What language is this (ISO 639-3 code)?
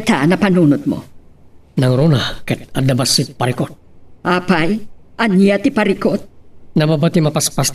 ilo